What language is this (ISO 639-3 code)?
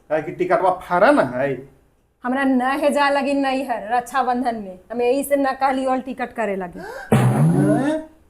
mag